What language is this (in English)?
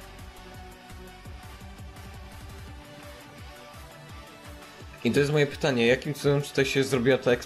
Polish